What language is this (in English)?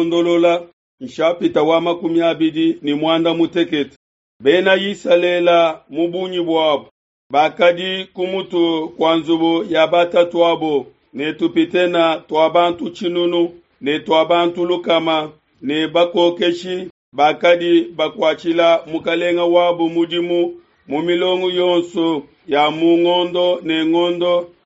Luba-Lulua